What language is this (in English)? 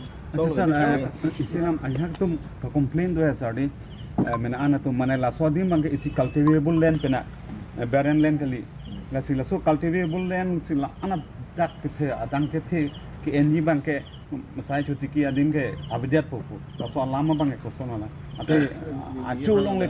Karbi